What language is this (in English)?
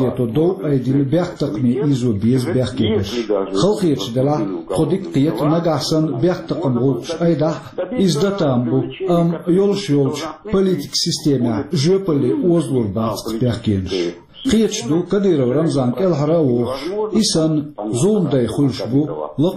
Chechen